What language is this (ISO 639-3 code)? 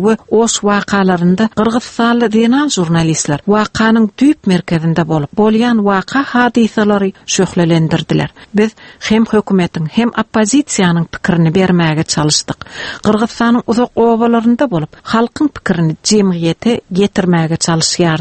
tuk